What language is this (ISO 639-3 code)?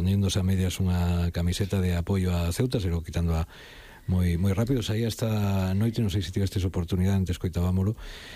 glg